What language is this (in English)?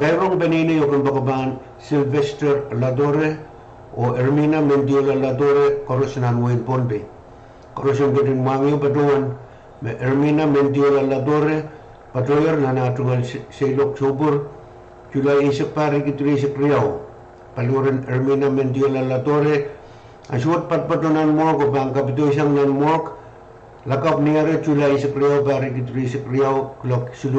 Pohnpeian